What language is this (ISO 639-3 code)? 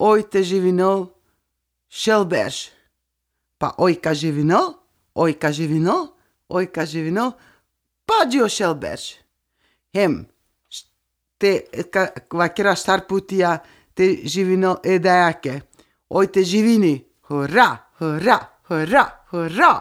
sqi